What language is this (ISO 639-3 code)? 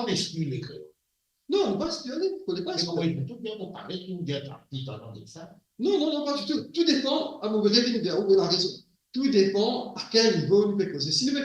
mfe